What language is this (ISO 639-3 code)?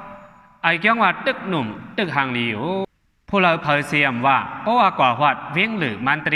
shn